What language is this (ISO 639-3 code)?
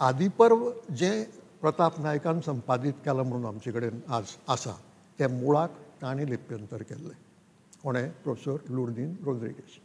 kok